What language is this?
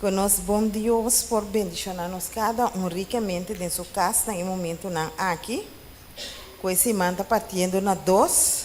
Papiamento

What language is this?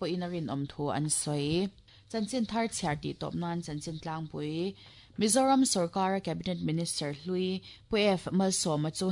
Mizo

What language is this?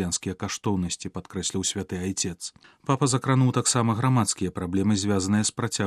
Belarusian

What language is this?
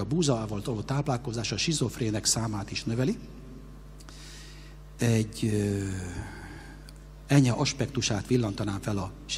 Hungarian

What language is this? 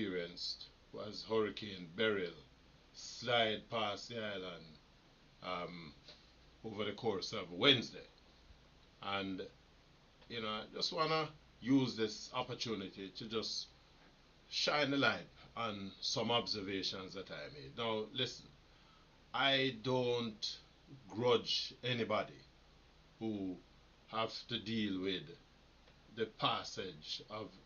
Jamaican Creole English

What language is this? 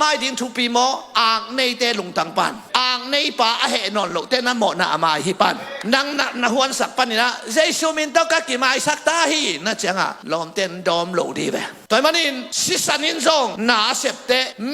Tedim Chin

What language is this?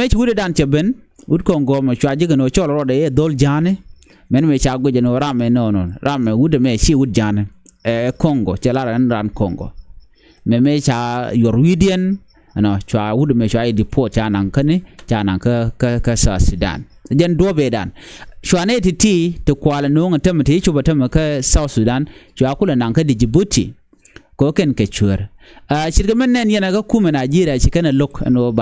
Nuer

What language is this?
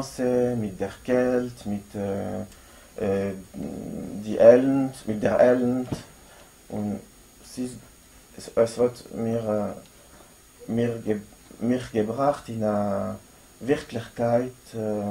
Yiddish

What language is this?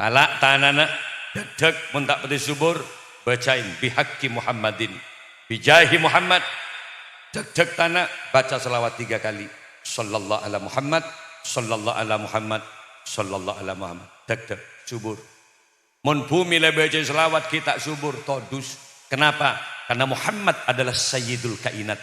Madurese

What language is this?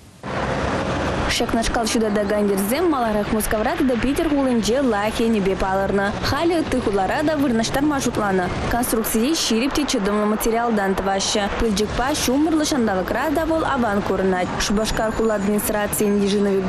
Chuvash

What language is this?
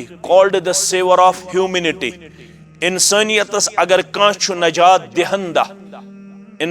Kashmiri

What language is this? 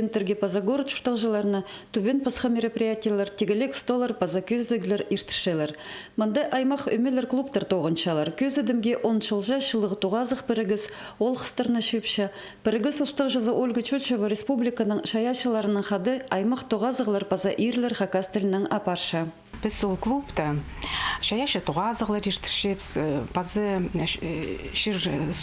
Khakas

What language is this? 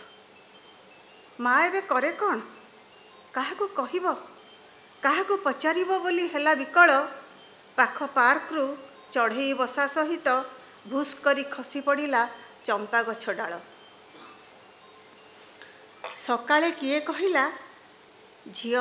Odia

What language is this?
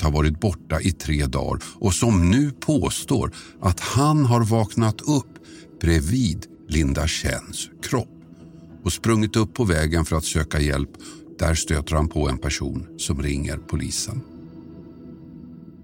Swedish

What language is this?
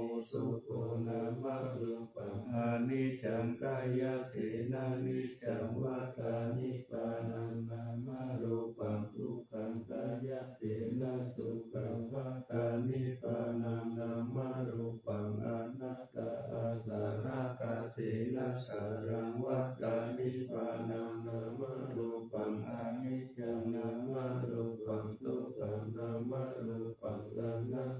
Pali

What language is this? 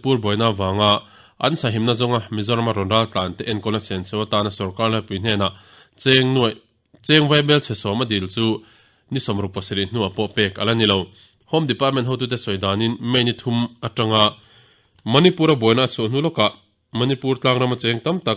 Mizo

